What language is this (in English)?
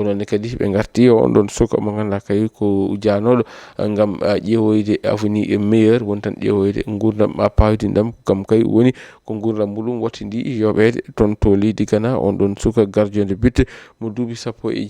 Fula